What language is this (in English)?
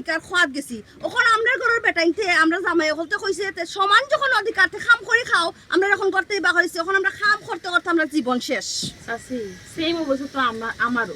Sylheti